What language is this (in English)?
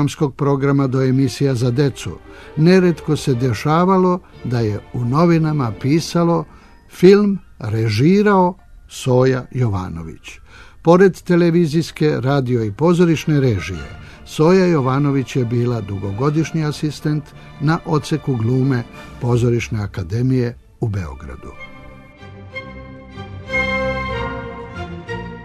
Serbian